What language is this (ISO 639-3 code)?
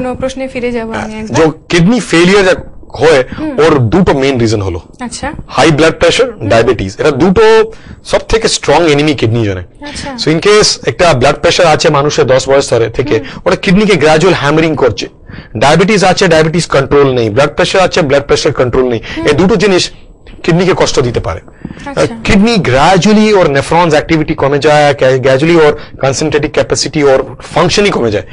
ben